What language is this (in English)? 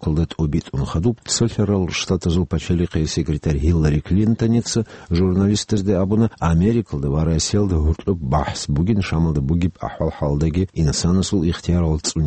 Avaric